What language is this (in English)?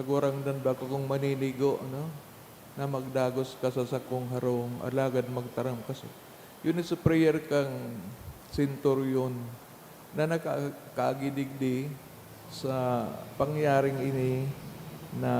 Bikol